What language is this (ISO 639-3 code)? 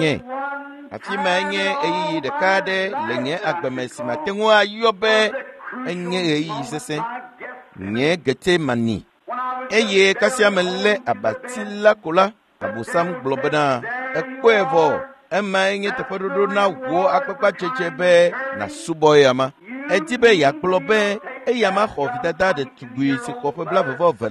ewe